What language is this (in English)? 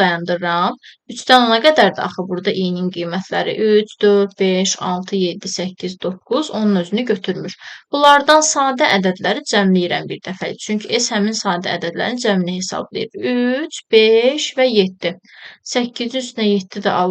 Azerbaijani